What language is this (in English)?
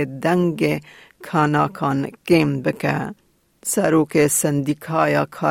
Kurdish